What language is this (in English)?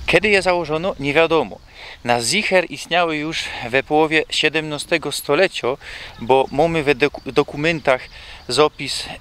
Silesian